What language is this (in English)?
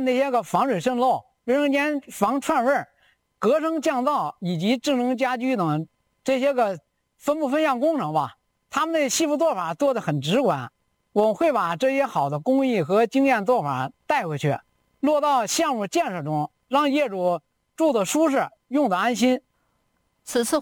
Chinese